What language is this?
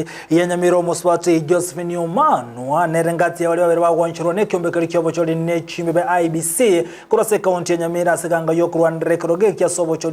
Gusii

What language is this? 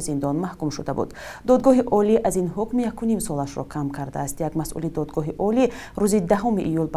Tajik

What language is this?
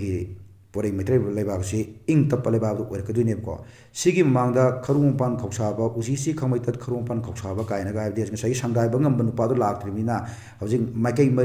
Manipuri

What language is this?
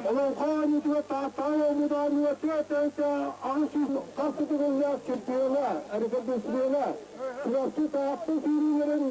Yakut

